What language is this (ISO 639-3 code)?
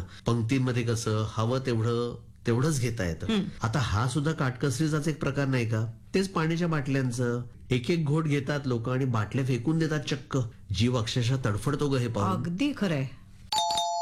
mar